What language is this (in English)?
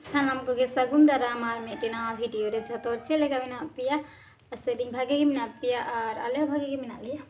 Santali